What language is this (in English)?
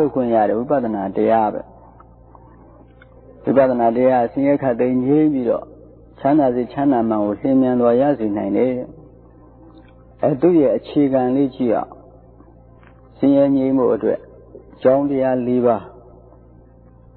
Burmese